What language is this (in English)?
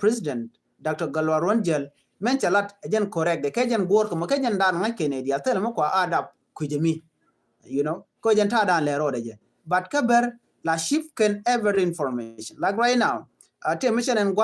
Nuer